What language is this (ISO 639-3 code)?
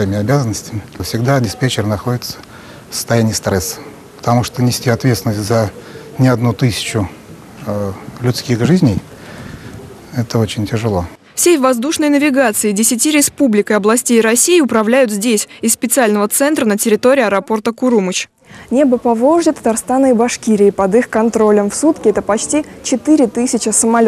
rus